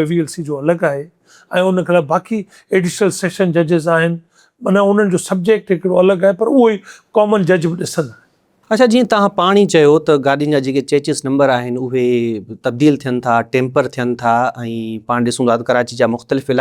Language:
Sindhi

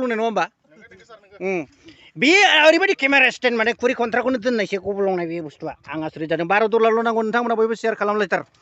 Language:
Bodo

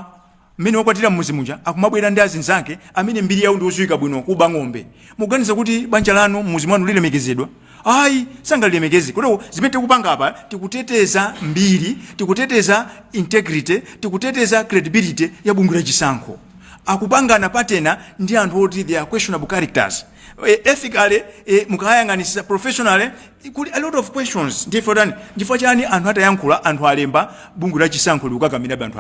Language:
Nyanja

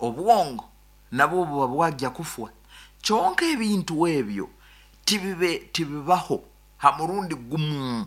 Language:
Nyankole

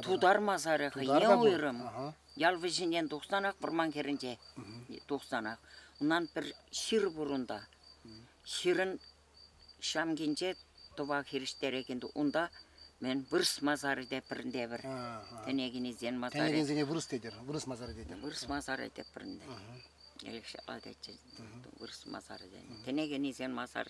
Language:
Chuvash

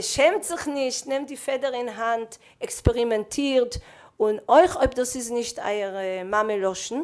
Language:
Yiddish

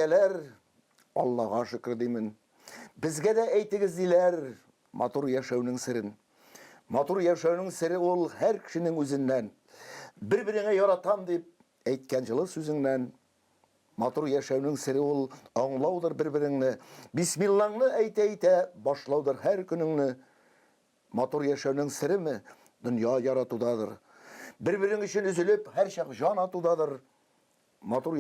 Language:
Tatar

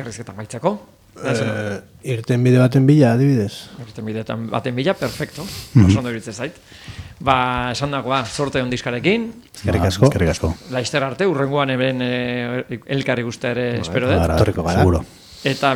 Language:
Basque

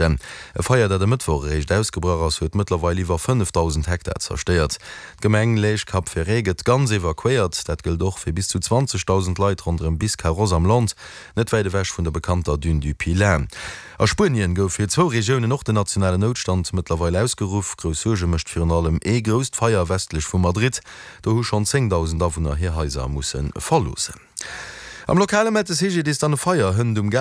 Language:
Luxembourgish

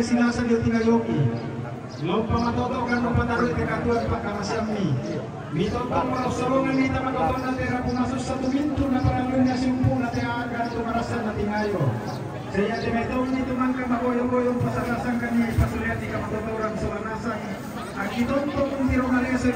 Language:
Toraja-Sa'dan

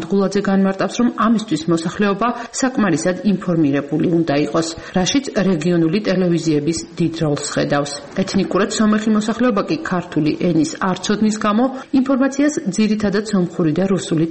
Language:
Georgian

